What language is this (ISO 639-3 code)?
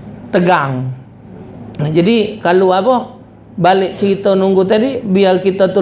mui